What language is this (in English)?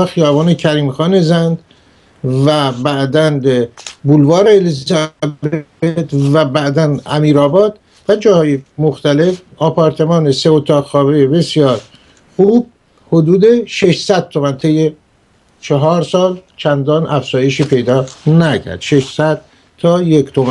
Persian